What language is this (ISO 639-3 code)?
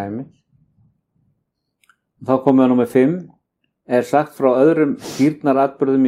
isl